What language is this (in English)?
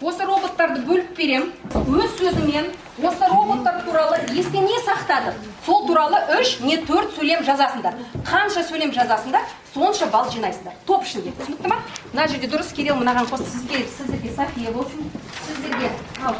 Kazakh